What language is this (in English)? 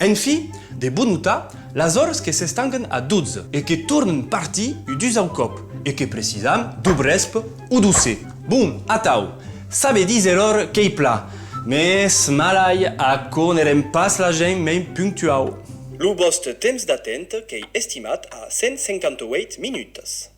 Occitan